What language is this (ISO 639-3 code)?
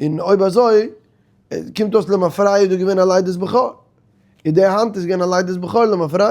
yid